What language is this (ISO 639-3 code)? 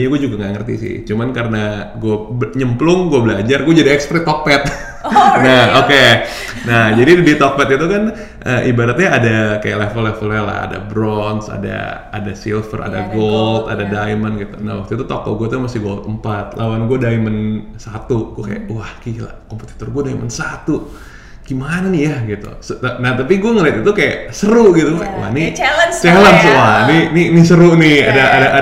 ind